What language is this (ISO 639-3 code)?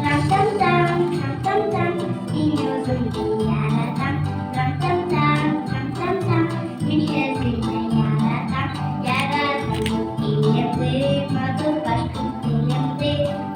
bak